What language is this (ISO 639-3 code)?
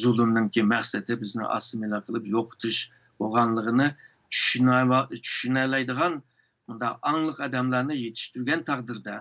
uig